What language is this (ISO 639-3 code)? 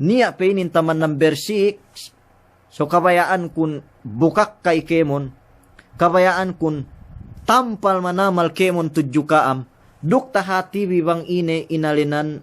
yka